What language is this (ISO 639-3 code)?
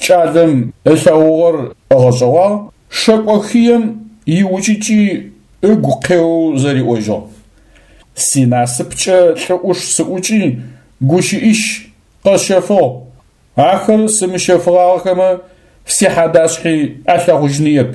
ady